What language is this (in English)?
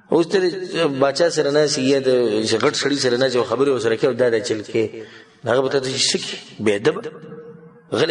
Pashto